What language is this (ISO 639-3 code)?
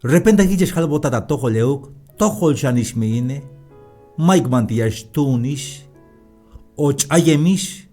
tzh